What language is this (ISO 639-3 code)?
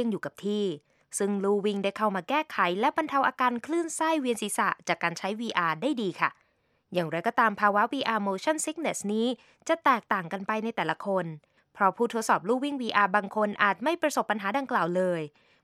tha